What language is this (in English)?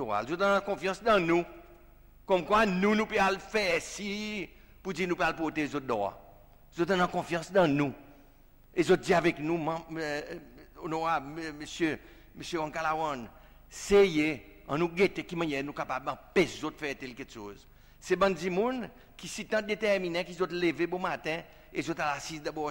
Seselwa Creole French